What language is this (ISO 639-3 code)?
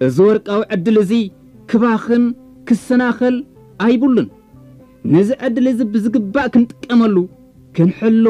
tir